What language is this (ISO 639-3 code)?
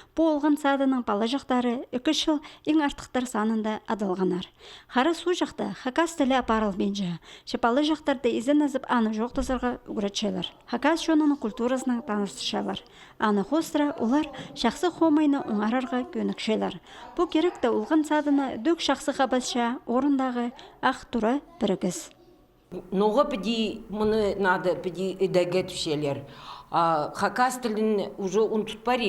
kjh